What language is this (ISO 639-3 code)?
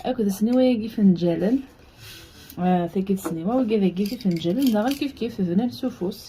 kab